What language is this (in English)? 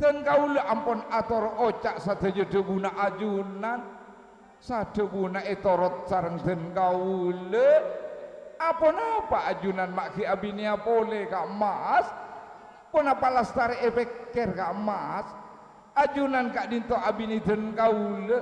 Madurese